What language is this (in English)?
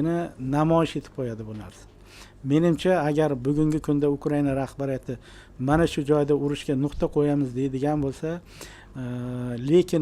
Uzbek